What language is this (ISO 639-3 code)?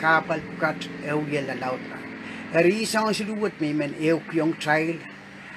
pon